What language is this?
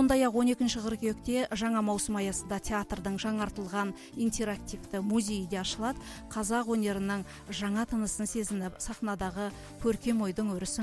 Kazakh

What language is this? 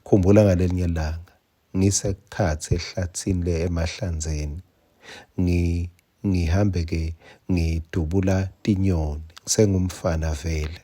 Swati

